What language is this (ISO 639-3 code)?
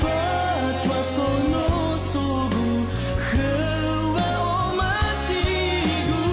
nia